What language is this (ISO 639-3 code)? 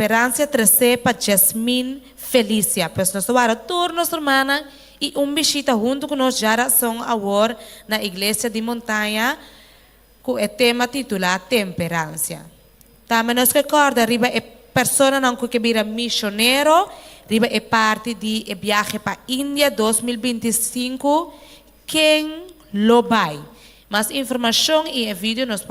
pap